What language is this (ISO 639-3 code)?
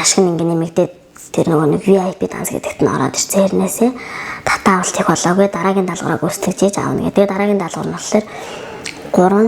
mon